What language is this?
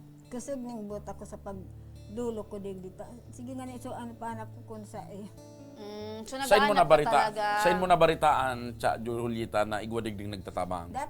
Bikol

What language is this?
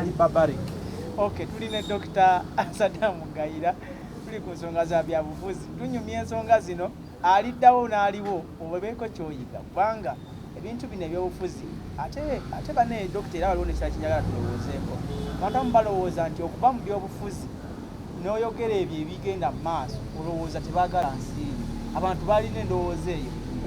Ganda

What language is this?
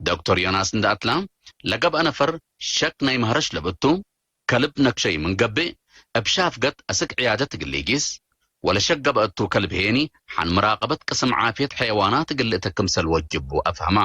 Tigre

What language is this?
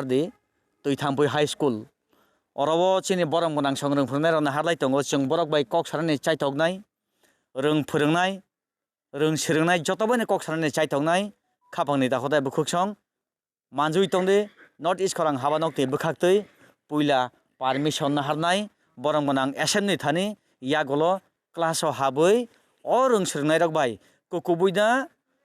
Kok Borok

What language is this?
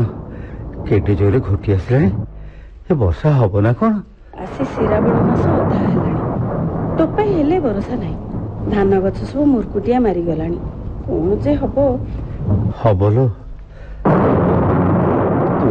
Odia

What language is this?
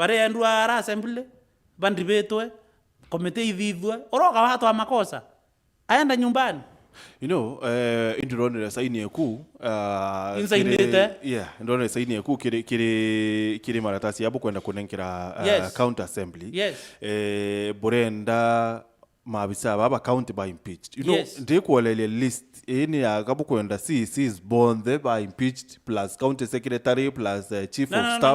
Meru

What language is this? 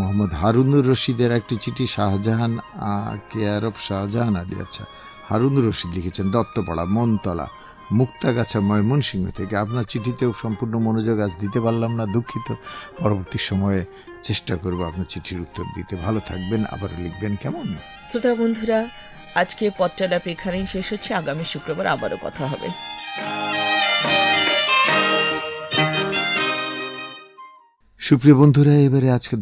Bangla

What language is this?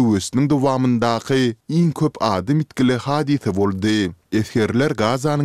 Turkmen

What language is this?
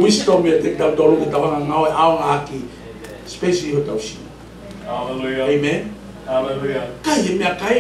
Tongan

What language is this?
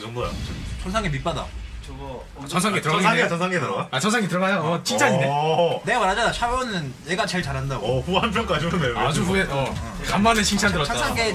Korean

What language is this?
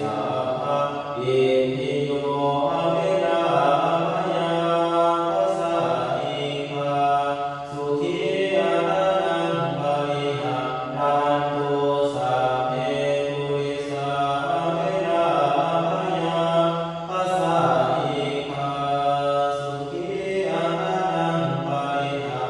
Pali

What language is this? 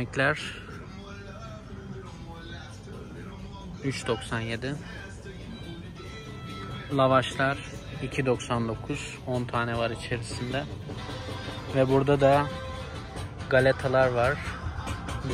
Turkish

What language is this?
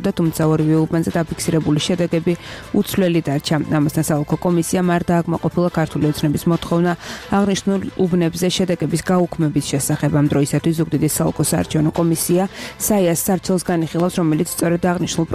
Georgian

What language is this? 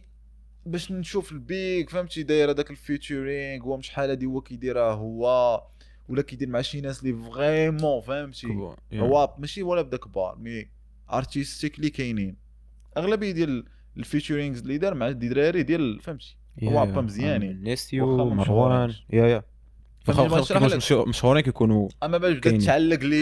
Moroccan Arabic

